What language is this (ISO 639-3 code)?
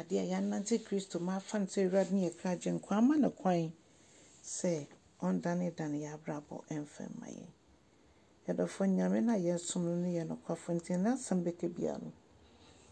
aka